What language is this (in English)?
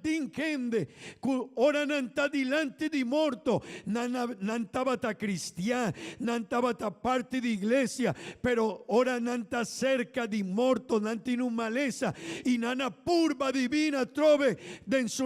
Papiamento